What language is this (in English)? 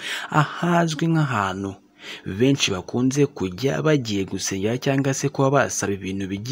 Kinyarwanda